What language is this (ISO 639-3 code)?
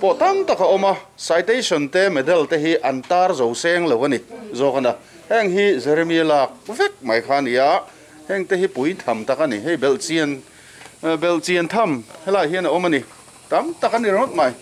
lus